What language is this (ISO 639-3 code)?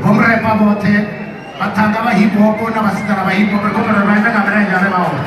ven